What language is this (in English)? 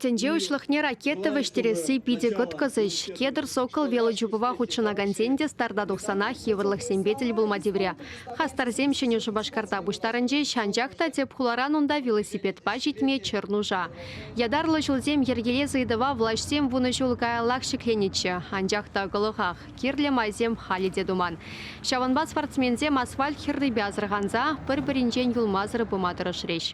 Chuvash